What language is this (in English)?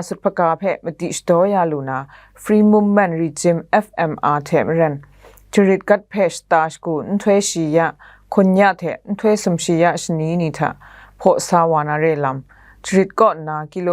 Kachin